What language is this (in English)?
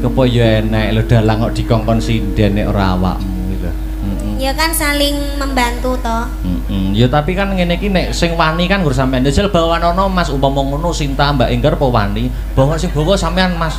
Javanese